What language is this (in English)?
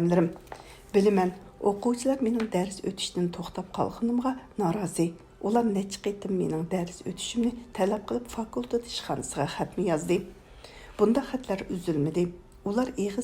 Uyghur